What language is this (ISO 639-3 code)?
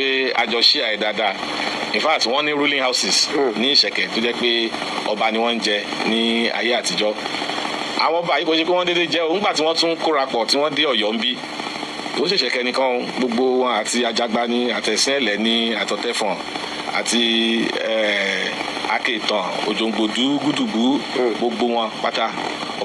yor